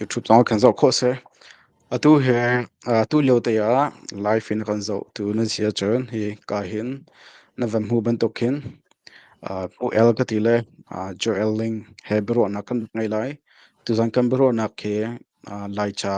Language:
Hakha Chin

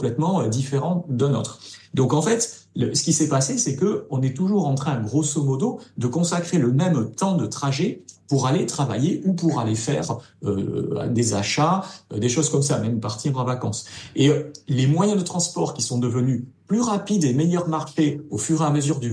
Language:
French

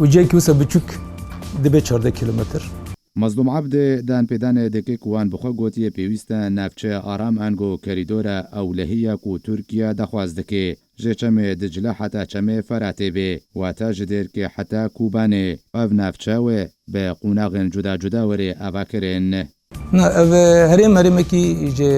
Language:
Kurdish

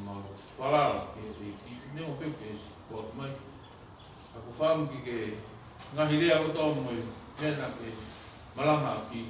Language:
Tongan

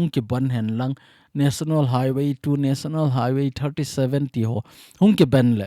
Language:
Thado Chin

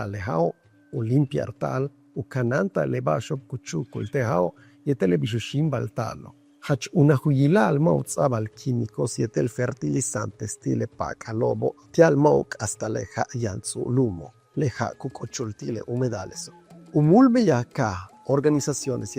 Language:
Yucateco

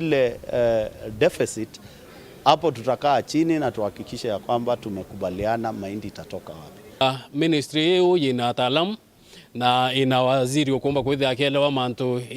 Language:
Meru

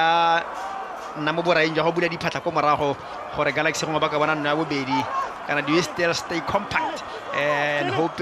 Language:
Tswana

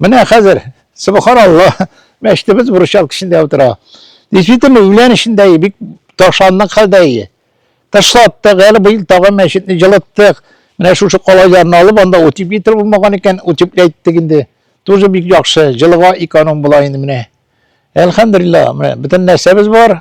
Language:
Tatar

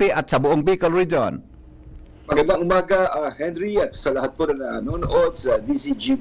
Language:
Bikol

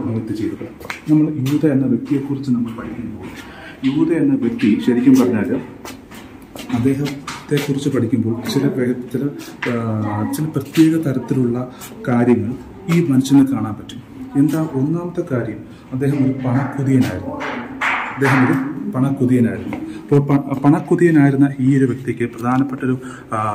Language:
Malayalam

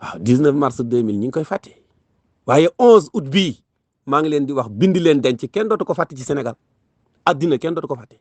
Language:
Wolof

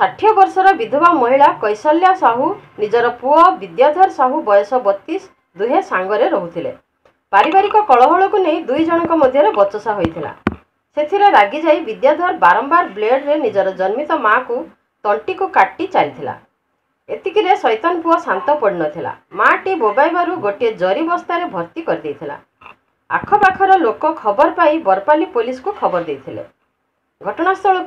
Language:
Odia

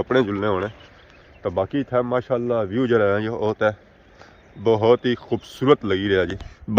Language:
Pahari-Potwari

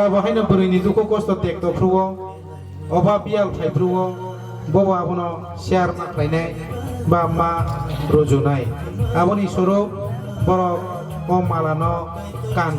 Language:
Kok Borok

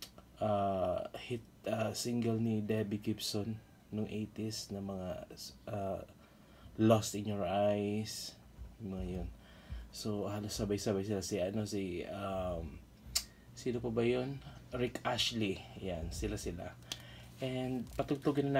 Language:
Filipino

